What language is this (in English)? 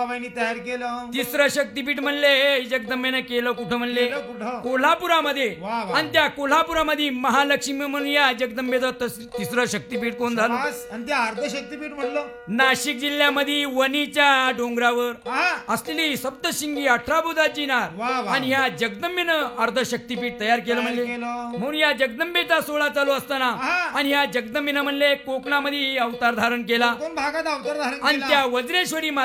Marathi